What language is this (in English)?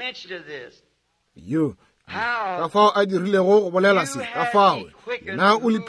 Northern Sotho